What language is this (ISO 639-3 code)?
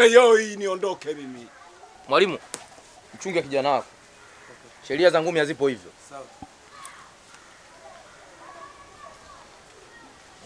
swa